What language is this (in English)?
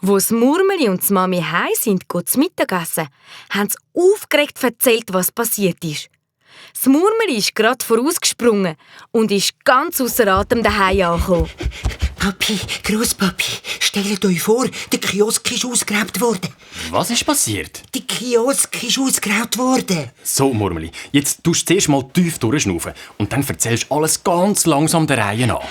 Swiss German